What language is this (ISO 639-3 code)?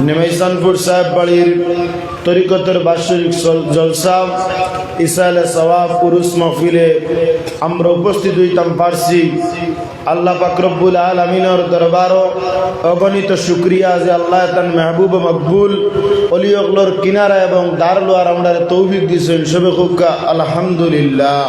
syl